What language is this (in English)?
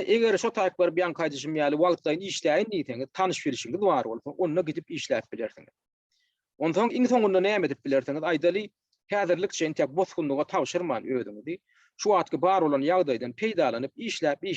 Turkmen